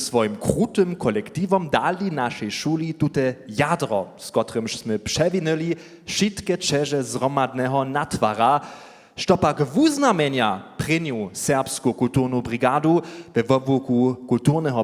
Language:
Upper Sorbian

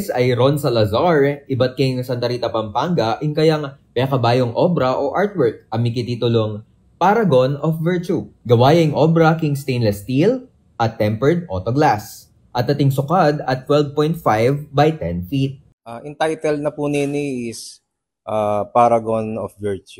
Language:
Pampanga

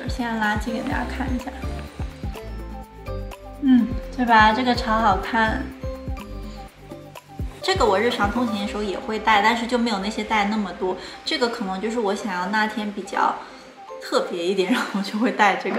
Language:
Chinese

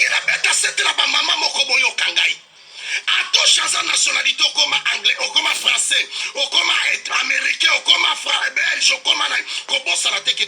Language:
Lingala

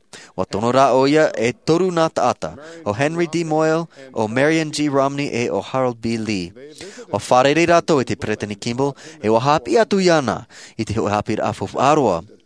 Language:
Tahitian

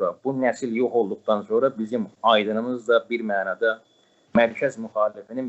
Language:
South Azerbaijani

